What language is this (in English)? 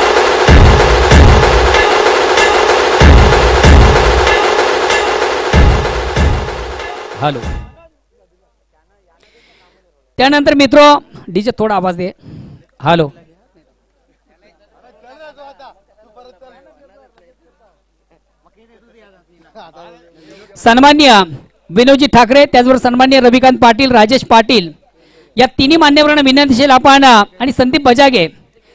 Marathi